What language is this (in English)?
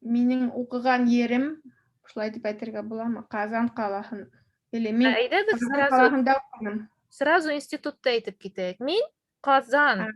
Bashkir